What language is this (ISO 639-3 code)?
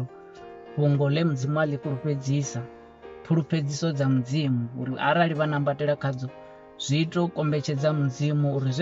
ven